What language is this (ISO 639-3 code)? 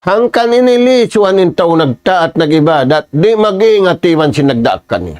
tsg